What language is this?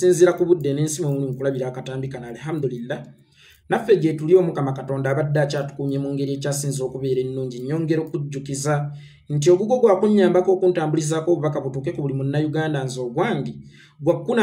Ganda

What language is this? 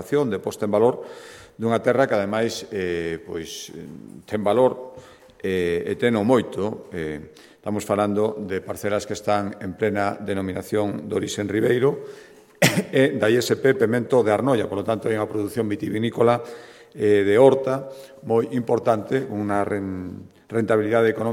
Galician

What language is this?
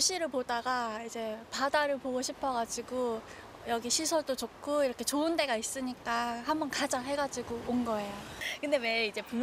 Korean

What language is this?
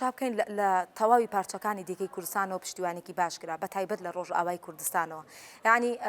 Central Kurdish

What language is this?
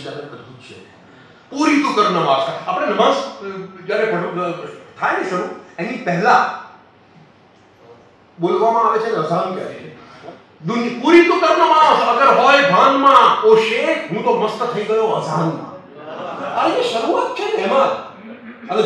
Gujarati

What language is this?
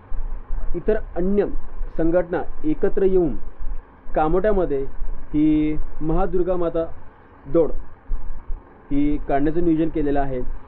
Marathi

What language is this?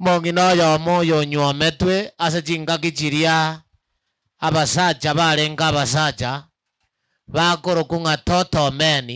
Gusii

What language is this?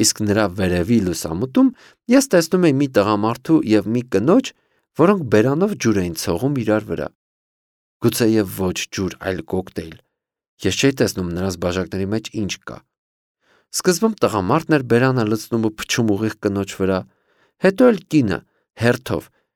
Armenian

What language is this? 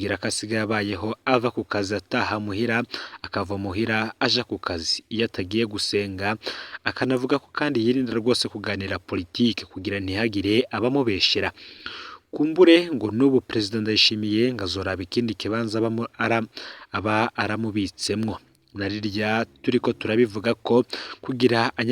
Rundi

